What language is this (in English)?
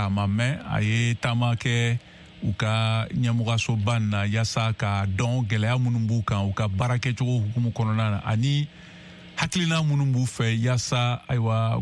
Bambara